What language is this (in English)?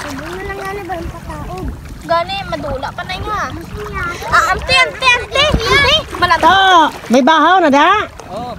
Hiligaynon